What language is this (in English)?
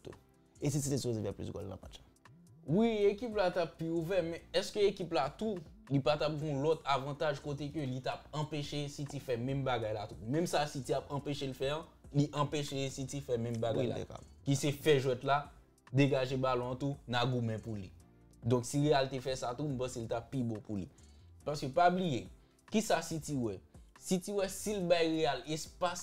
Haitian Creole